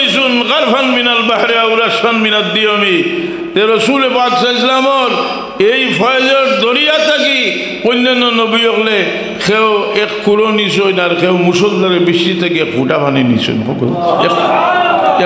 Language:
Sylheti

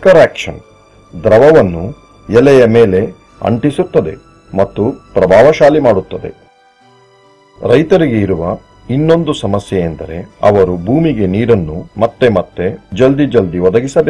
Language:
Kannada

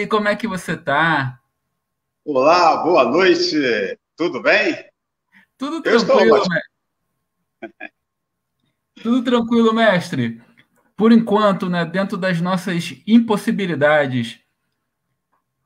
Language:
Portuguese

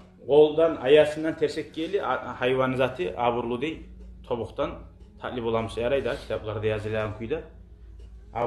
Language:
Kumyk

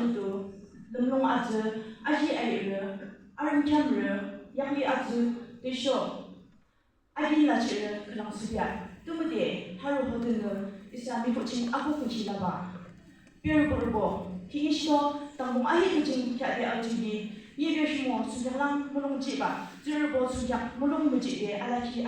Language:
Yimchungru Naga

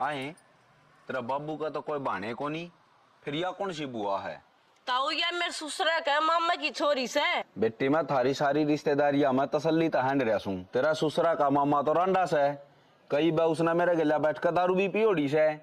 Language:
Haryanvi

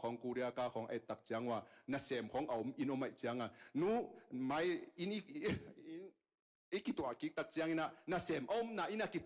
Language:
Tedim Chin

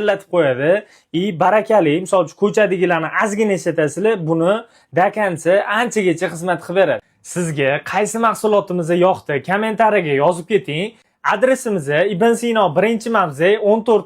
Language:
Uzbek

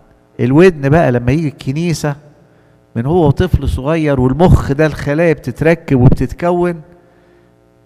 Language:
Egyptian Arabic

